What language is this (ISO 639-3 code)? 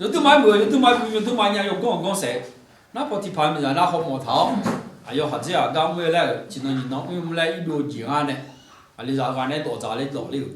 ahk